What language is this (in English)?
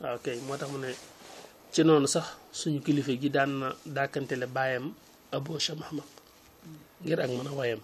Wolof